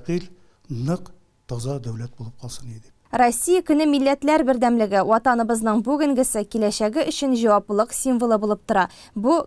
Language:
Tatar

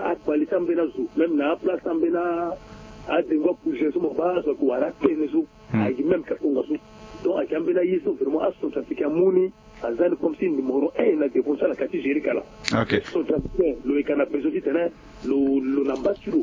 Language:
Sango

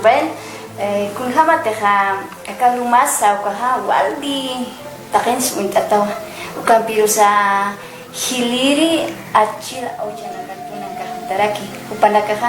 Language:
Aymara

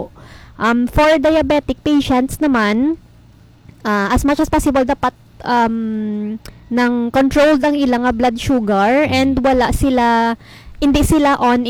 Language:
Hiligaynon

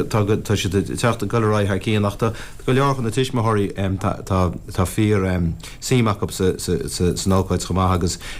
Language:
Irish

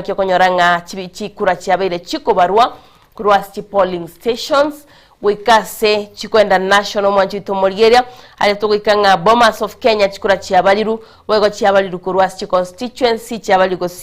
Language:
Gusii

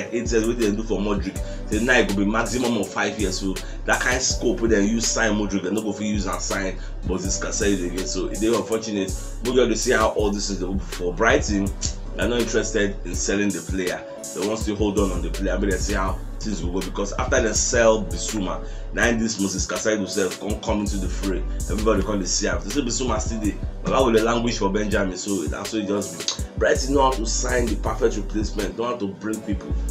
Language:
Nigerian Pidgin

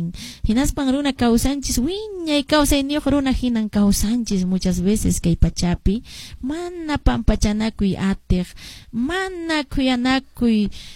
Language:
Quechua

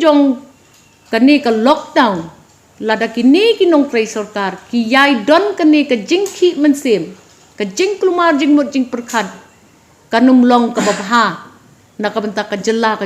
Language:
Khasi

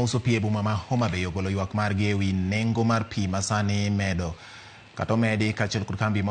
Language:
Luo (Kenya and Tanzania)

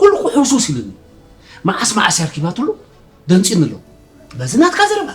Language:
Tigrinya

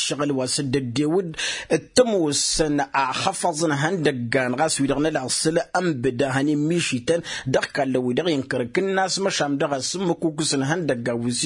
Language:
Tamasheq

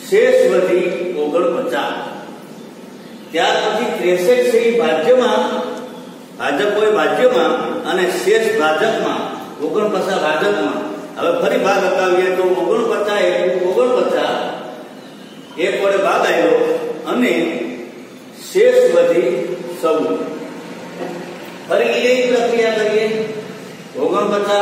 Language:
Gujarati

